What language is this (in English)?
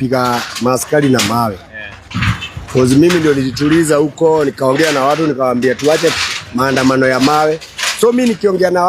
Kikuyu